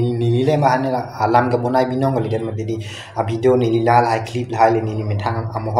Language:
Karbi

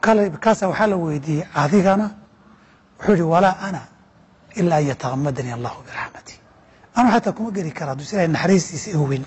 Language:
Somali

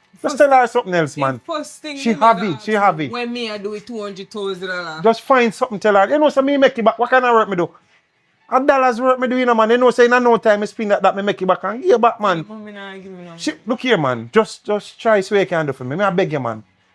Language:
Jamaican Creole English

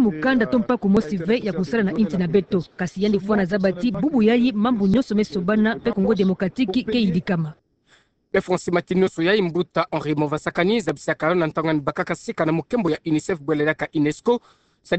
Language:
Kituba (Democratic Republic of Congo)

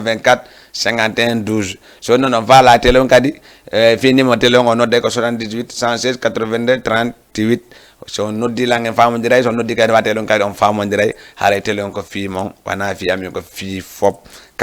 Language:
Fula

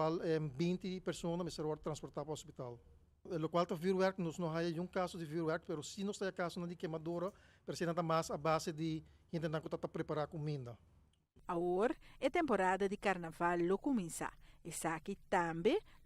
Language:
Papiamento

